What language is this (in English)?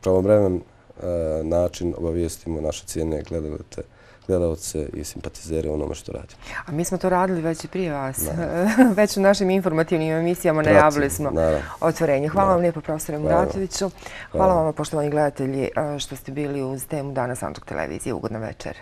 Bosnian